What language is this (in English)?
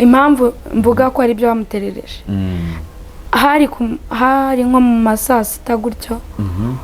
Kinyarwanda